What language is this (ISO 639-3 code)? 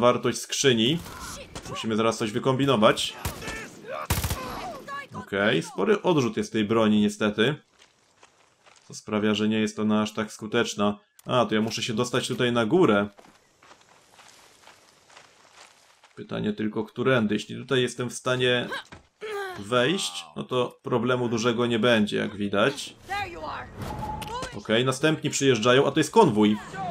pol